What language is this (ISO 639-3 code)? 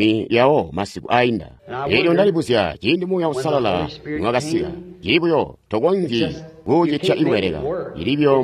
toi